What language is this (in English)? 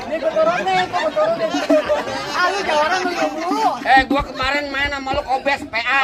Betawi